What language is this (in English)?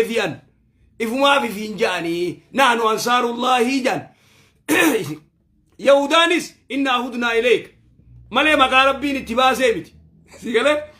Oromo